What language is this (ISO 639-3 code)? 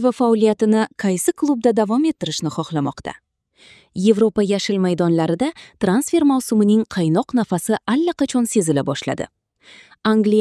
uzb